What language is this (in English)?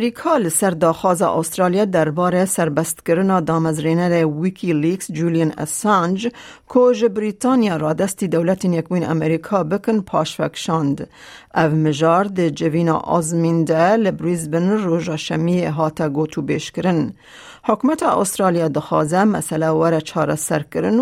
Kurdish